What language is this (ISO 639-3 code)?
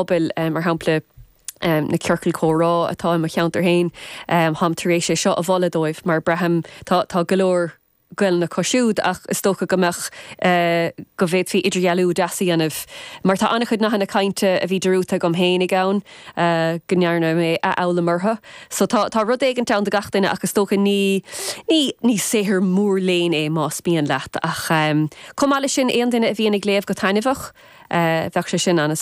gle